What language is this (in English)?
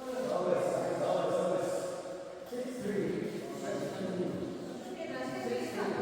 Tibetan